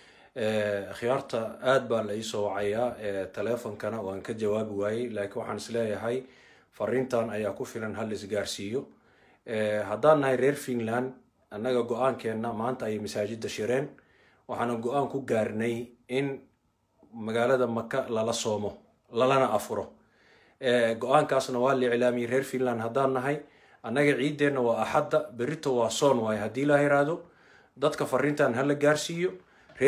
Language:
Somali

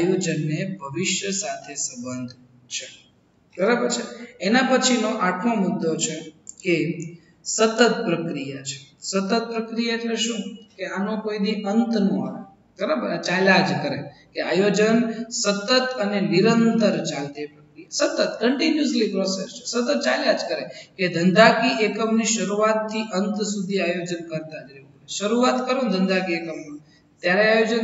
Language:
Gujarati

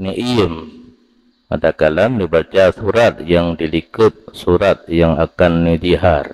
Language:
Achinese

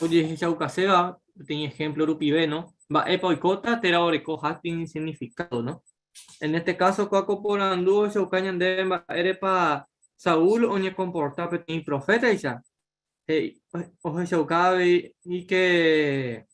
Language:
Guarani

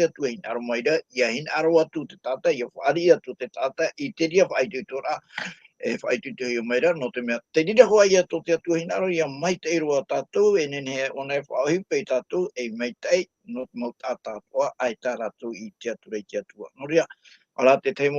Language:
Tahitian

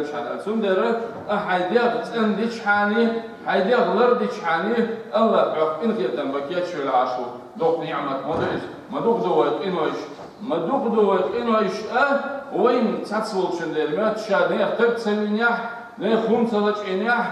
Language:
Chechen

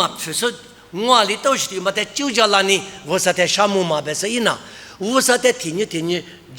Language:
Lisu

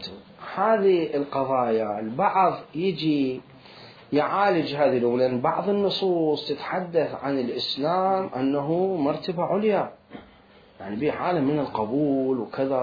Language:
Mesopotamian Arabic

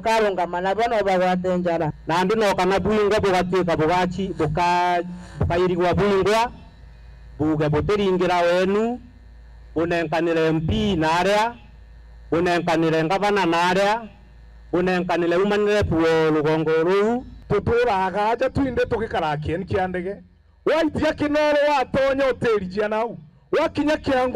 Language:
Meru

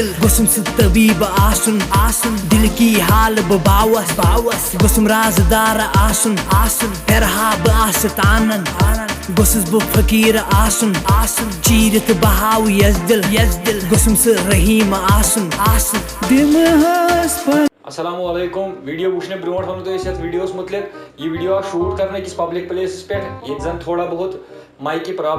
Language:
Kashmiri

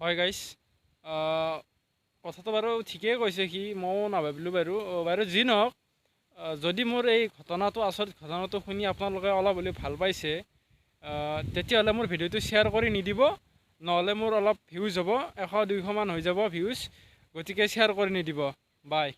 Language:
Assamese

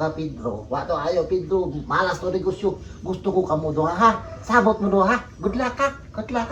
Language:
Cebuano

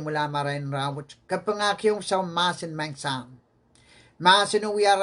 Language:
Pohnpeian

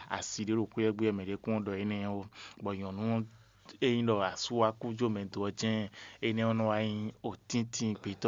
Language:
Fon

